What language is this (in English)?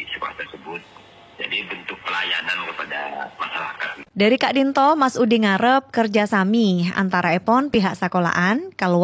Madurese